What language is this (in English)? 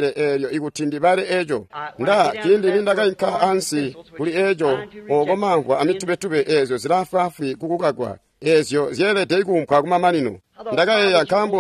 Tonga (Zambia)